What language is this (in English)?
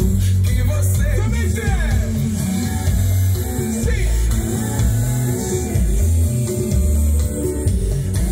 Portuguese